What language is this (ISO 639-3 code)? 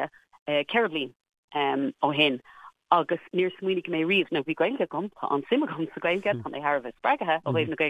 gle